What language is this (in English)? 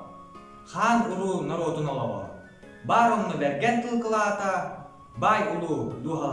Yakut